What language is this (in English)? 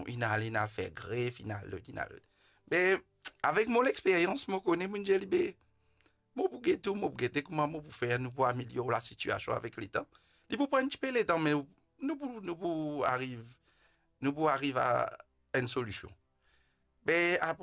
Morisyen